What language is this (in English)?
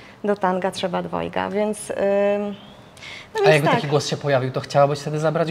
Polish